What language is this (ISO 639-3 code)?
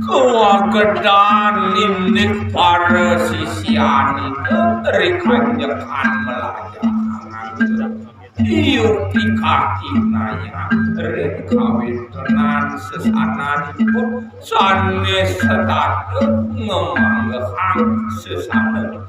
ban